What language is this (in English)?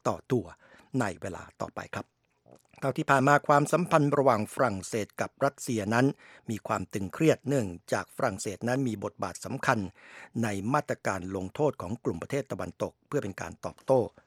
Thai